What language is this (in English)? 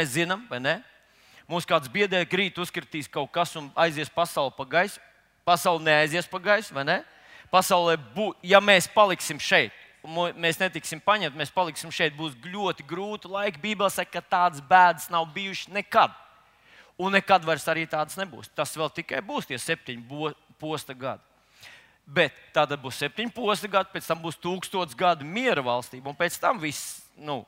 Latvian